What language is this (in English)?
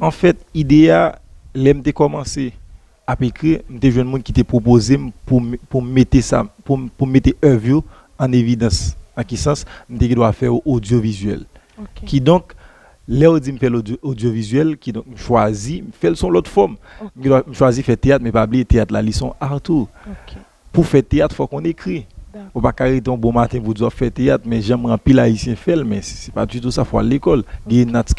Haitian Creole